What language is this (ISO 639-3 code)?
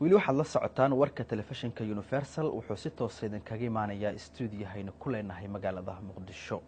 som